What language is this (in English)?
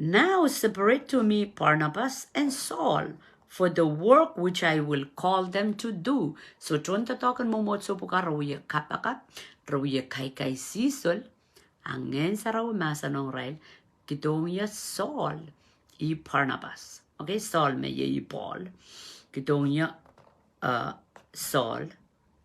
Pohnpeian